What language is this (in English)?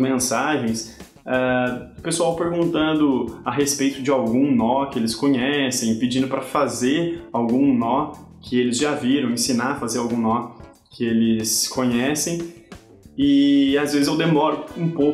Portuguese